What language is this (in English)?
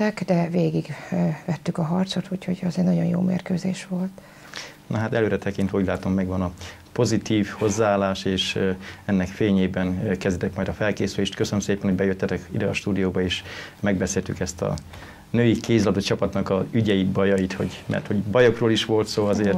Hungarian